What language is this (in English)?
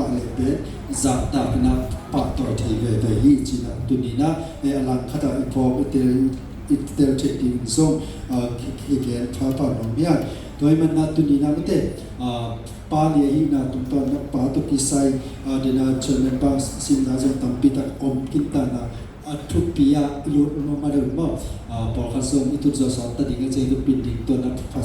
Tedim Chin